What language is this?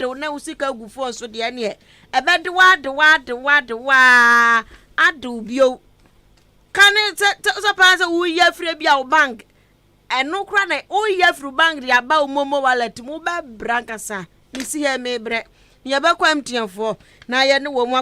Akan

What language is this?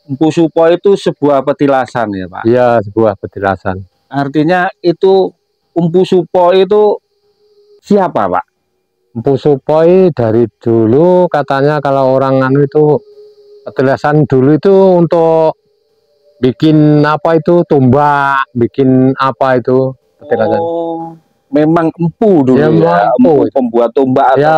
Indonesian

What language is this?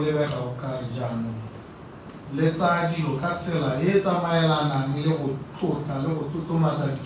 Tswana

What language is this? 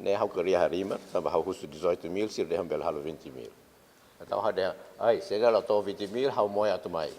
Tetum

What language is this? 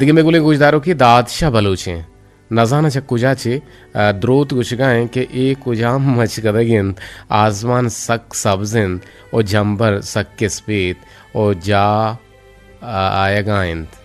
Eastern Balochi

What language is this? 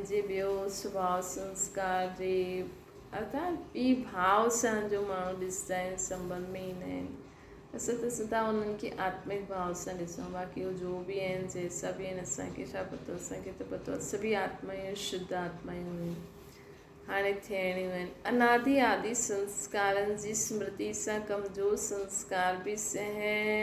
Sindhi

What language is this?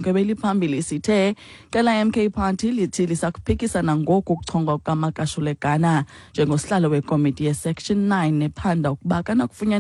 Xhosa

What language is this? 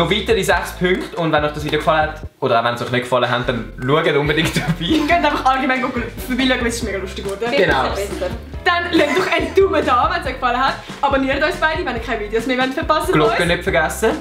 Swiss German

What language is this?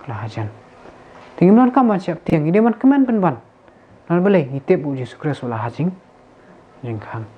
Khasi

